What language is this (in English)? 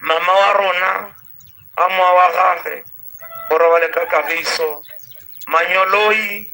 Tswana